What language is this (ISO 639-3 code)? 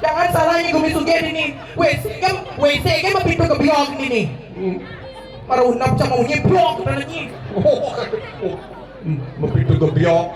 ban